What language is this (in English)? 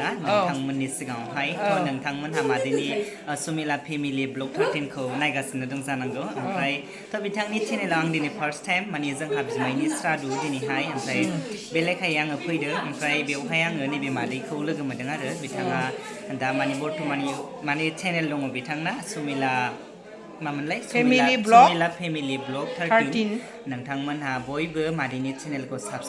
Bodo